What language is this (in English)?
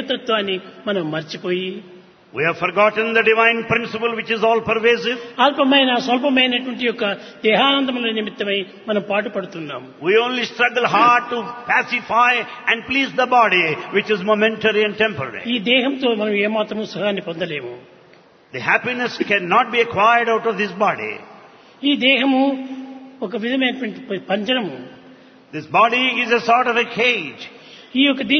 Telugu